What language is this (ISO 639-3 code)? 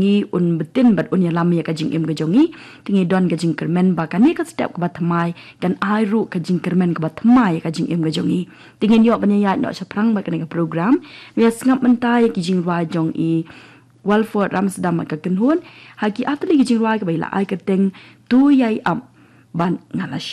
kha